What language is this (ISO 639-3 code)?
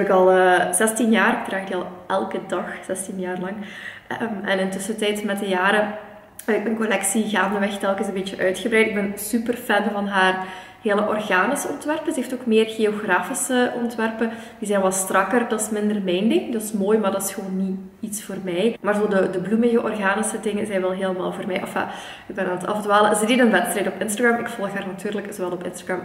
nld